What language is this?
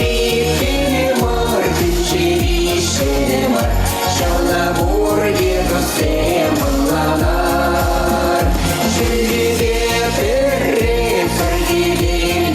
Chuvash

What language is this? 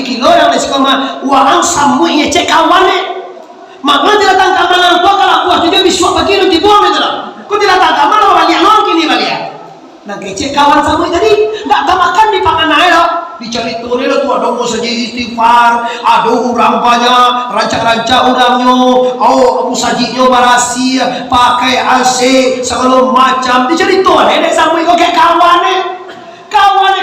Minangkabau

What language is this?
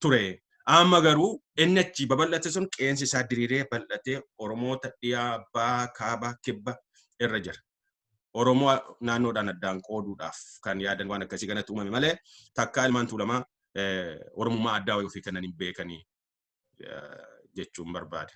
Oromo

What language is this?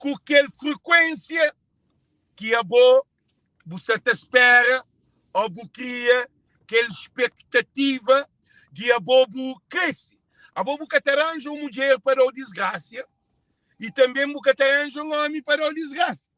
Kabuverdianu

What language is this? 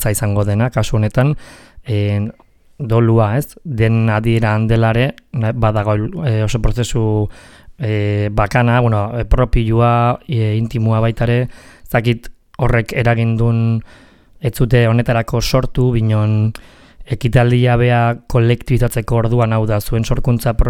Basque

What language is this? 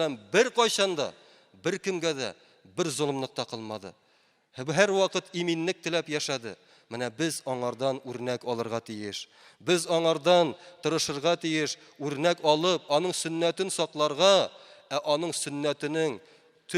Tatar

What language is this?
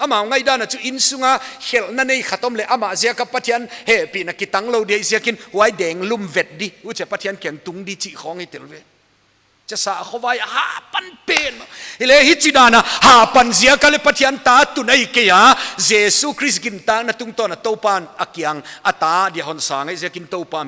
Paite Chin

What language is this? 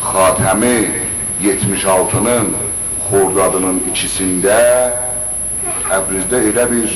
South Azerbaijani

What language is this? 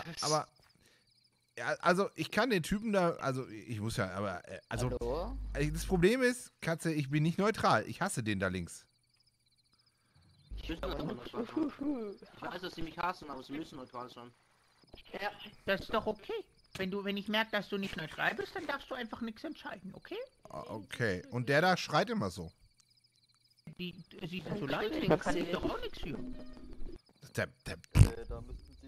German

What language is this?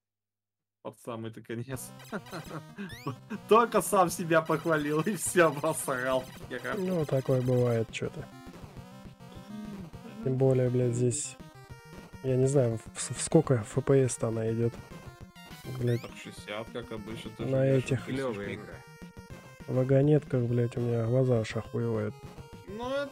Russian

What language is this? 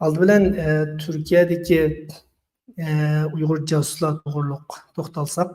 Uyghur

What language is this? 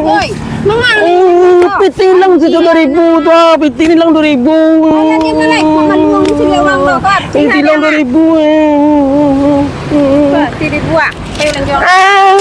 Minangkabau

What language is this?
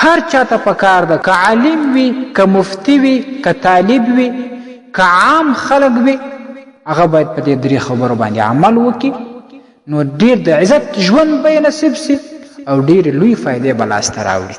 Pashto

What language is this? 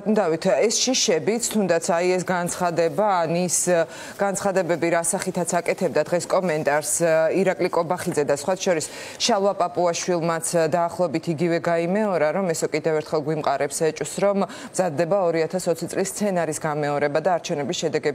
Georgian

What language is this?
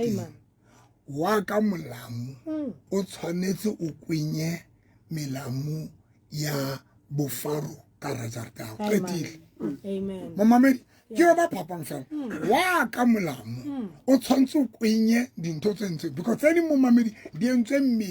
Southern Sotho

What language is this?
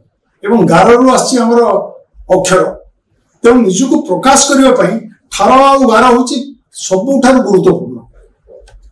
Odia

